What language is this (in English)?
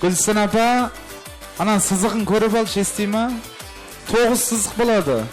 Kara-Kalpak